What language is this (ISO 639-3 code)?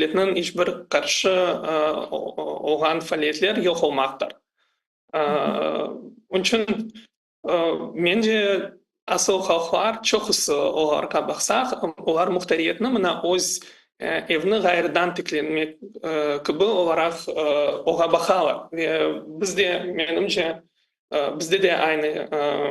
crh